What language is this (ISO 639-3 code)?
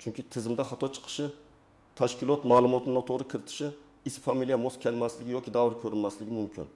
uzb